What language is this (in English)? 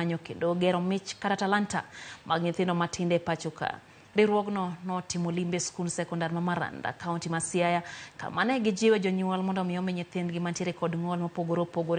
Luo (Kenya and Tanzania)